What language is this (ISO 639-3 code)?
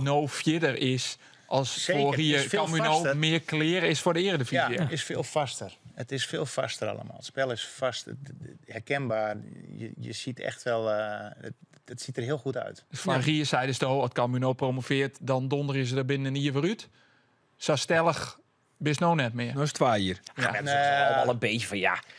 fry